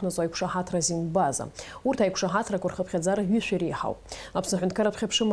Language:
Abkhazian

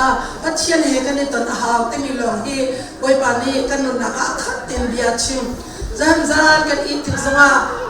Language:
Hakha Chin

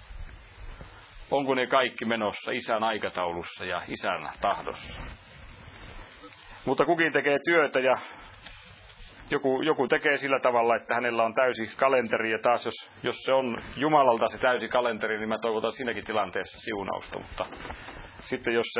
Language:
Finnish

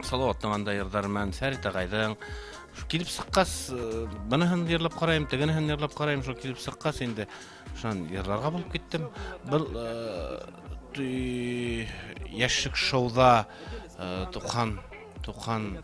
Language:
Bashkir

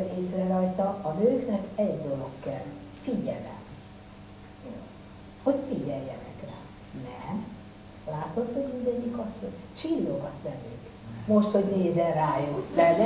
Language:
Hungarian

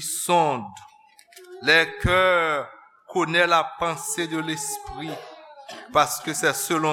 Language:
Haitian Creole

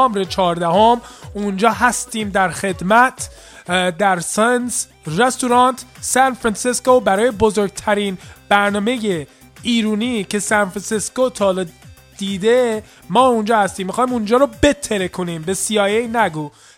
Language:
Persian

